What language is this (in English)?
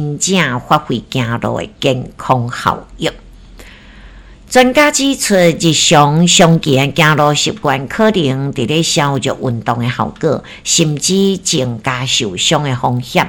Min Nan Chinese